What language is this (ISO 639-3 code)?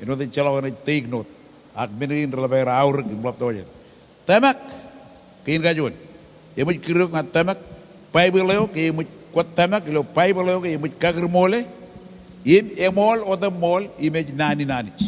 mah